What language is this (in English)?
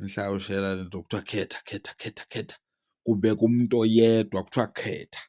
Zulu